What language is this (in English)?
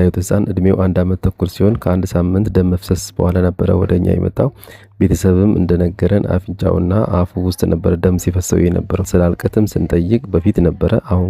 Amharic